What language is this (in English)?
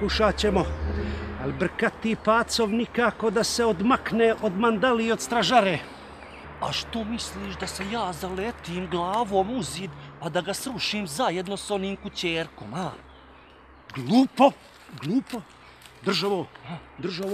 Croatian